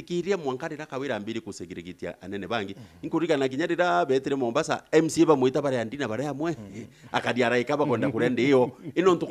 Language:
Meru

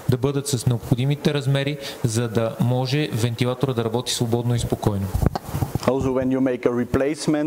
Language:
Bulgarian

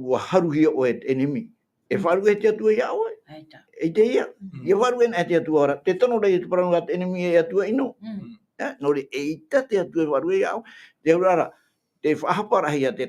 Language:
Tahitian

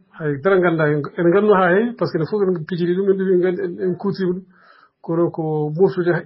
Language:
Fula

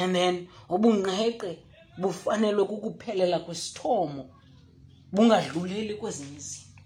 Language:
Xhosa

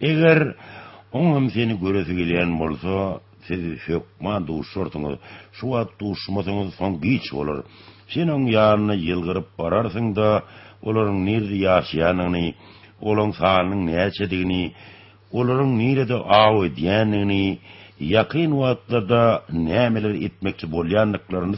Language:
Turkmen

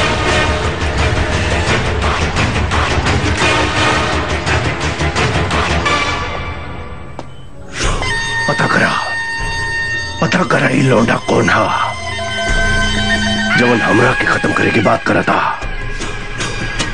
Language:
Bhojpuri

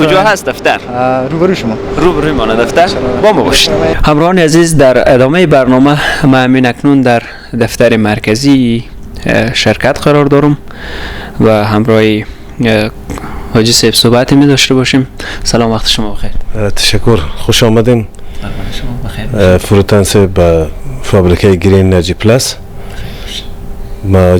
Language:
Persian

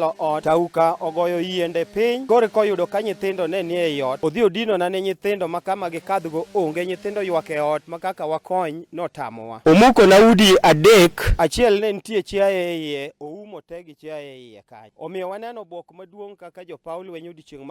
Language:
Luo (Kenya and Tanzania)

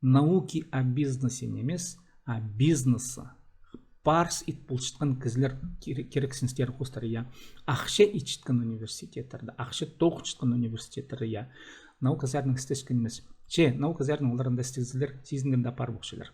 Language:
Khakas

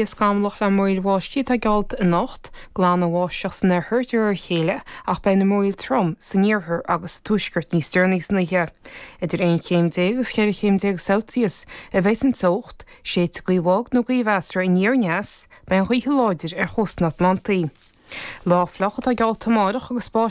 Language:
Irish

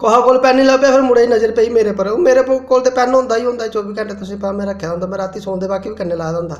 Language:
Dogri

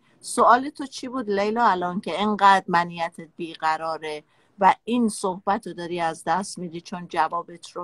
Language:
Persian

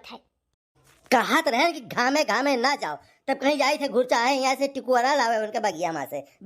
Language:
Awadhi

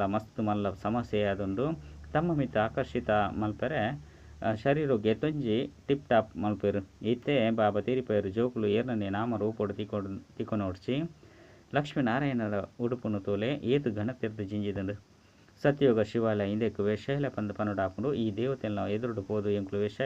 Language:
Tulu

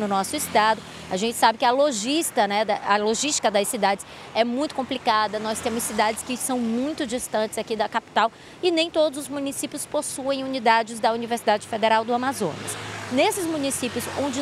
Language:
Portuguese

